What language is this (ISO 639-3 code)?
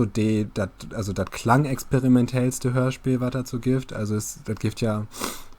nds